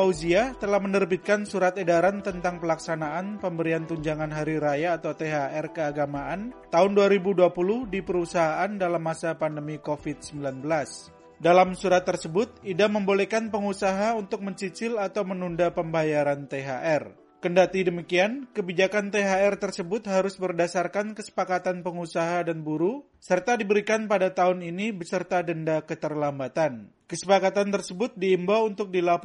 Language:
Indonesian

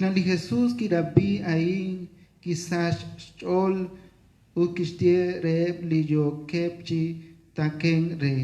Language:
Kekchí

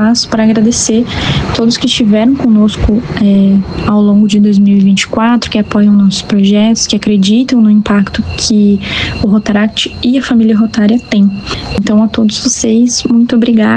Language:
Portuguese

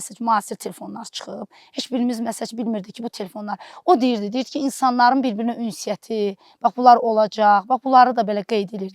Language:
Azerbaijani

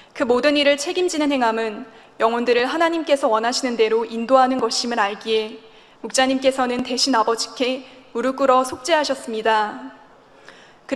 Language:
Korean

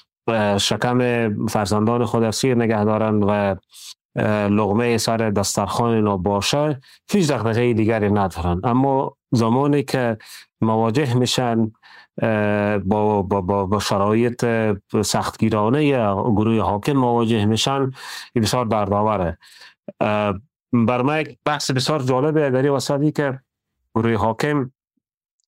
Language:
Persian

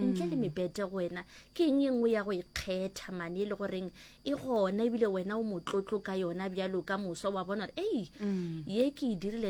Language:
Northern Sotho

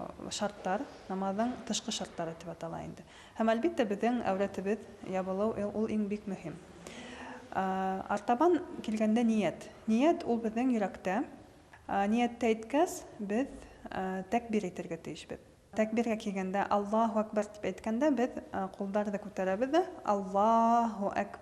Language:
Bashkir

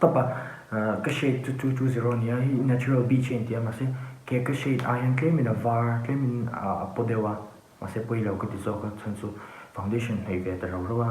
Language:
Mizo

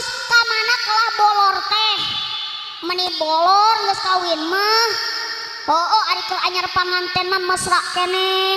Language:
Sundanese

